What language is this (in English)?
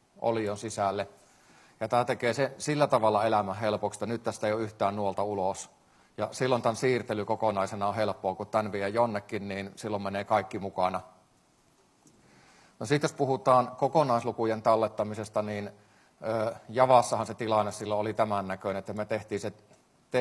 Finnish